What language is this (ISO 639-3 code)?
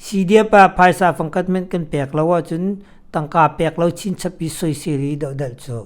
cnh